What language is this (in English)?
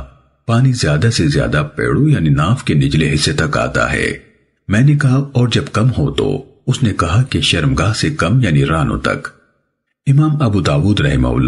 Urdu